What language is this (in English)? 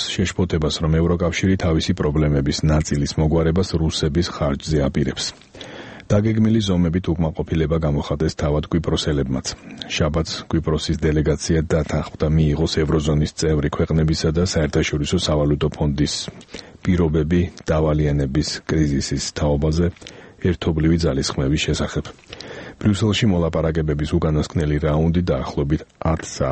Georgian